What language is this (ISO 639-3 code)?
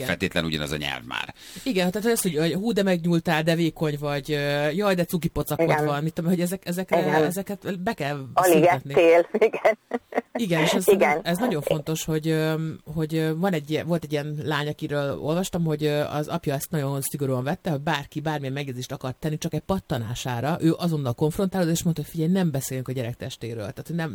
hun